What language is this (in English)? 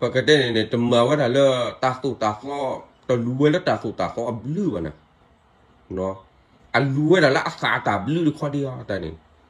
S'gaw Karen